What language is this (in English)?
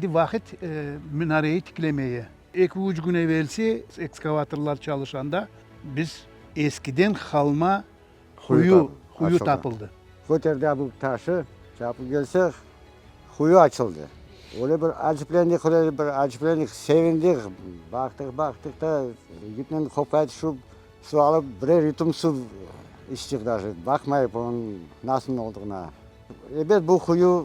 Crimean Tatar